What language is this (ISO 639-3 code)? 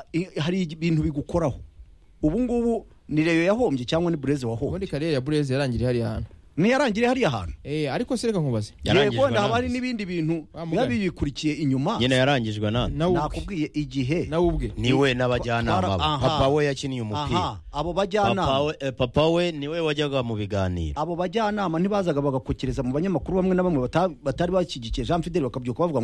kin